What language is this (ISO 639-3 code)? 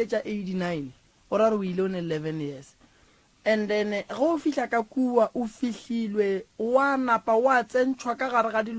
nso